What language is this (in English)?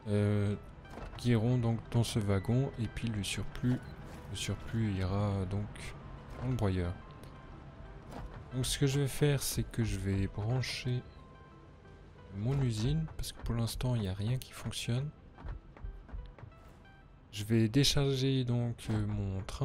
French